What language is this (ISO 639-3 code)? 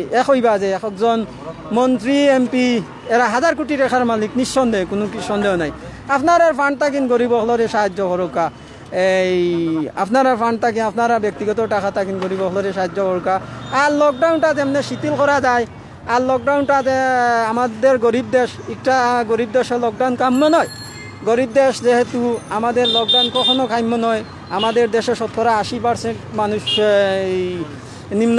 syl